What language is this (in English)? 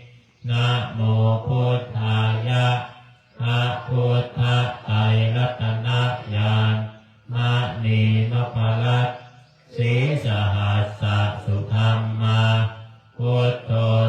Pali